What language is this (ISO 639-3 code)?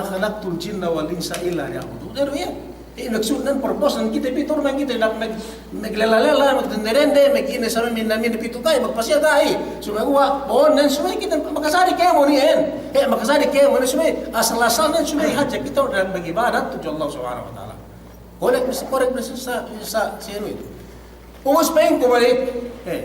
yka